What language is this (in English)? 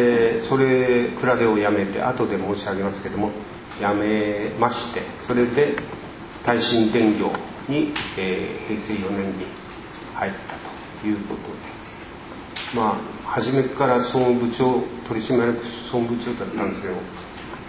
Japanese